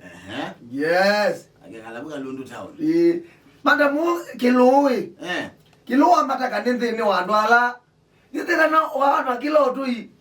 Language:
Kamba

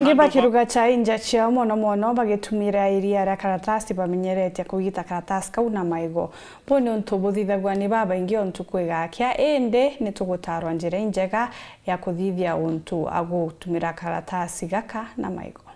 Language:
Meru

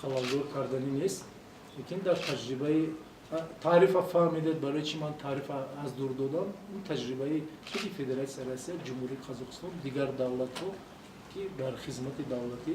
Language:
Tajik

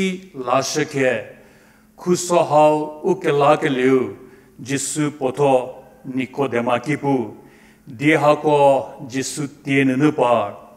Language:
Angami Naga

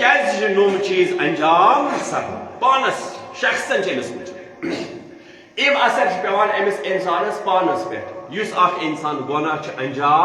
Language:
Kashmiri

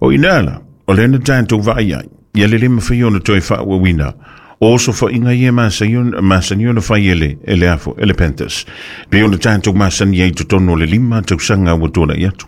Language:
Samoan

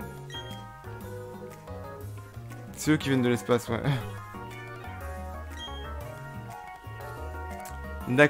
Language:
French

